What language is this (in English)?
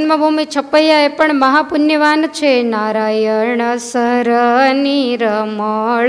Gujarati